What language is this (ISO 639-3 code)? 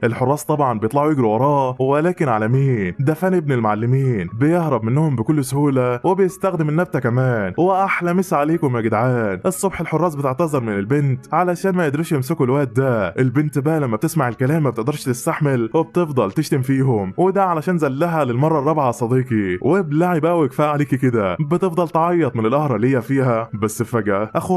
arz